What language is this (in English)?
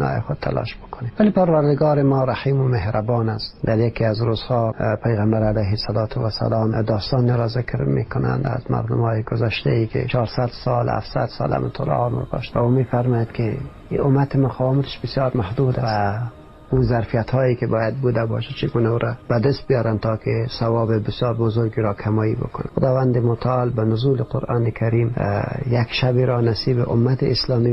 Tajik